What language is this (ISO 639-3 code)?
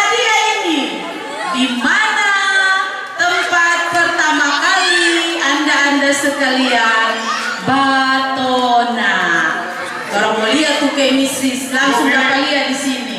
xmm